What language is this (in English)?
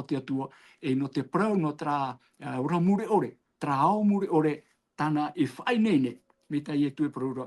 Tahitian